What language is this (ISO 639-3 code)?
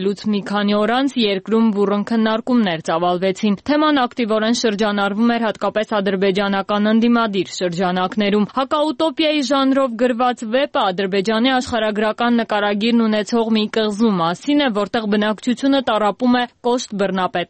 hye